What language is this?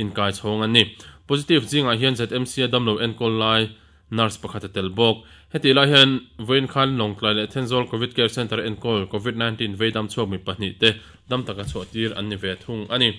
Mizo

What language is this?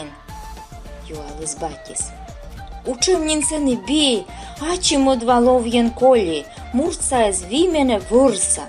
Komi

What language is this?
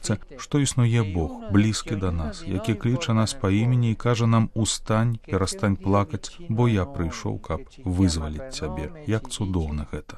Belarusian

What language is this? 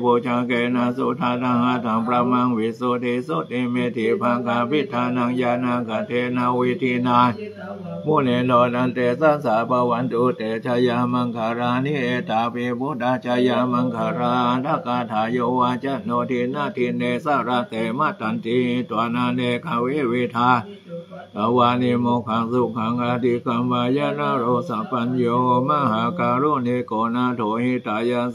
Pali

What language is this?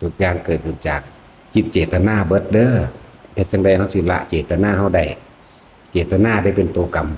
Northeastern Thai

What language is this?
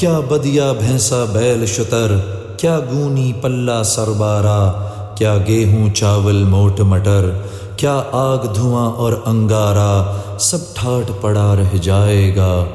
Urdu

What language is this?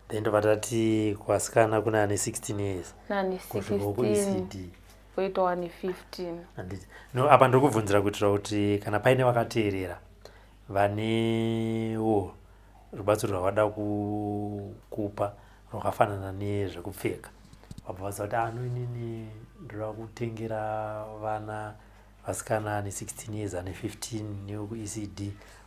Shona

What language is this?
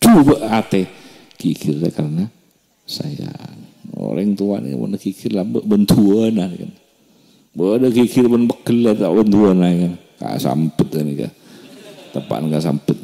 Madurese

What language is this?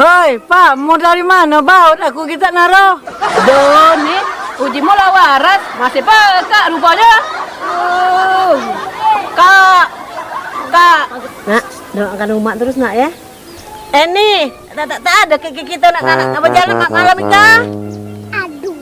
Musi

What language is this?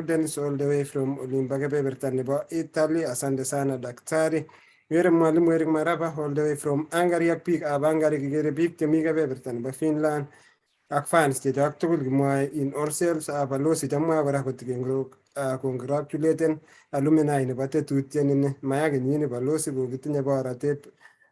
Kalenjin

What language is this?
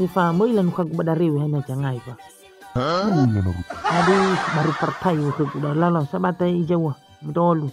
Nias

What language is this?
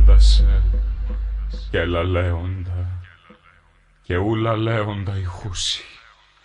Greek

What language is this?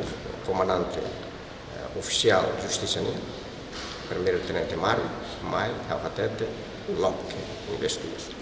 Tetum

